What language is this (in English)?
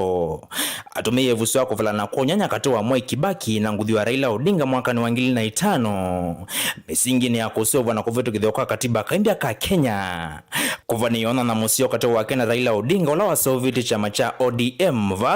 Kamba